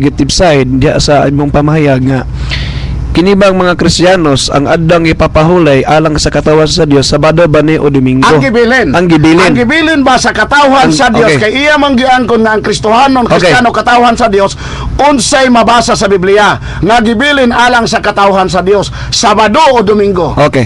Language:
Cebuano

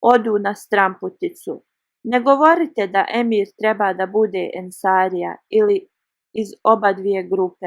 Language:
Bosnian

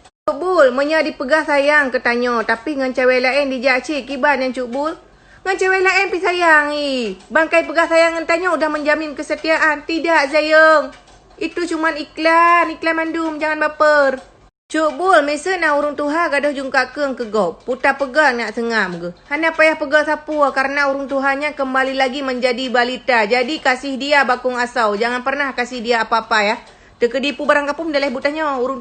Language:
Achinese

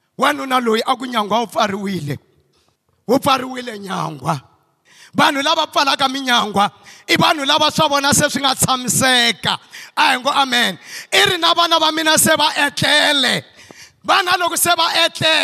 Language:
Tsonga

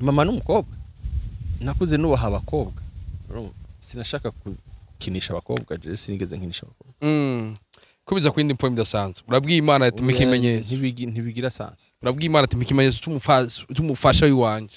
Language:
Rundi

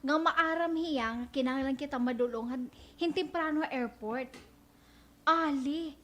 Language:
Waray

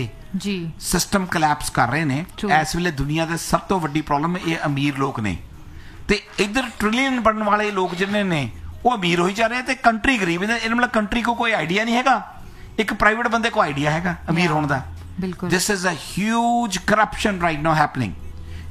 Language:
Punjabi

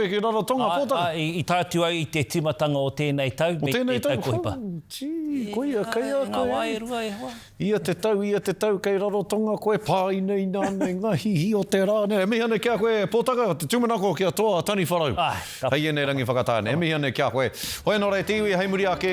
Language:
Māori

